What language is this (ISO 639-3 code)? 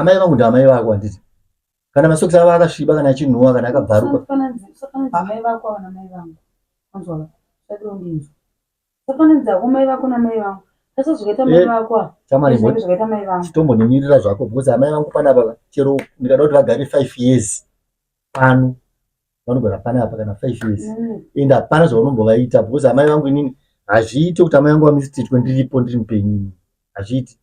sna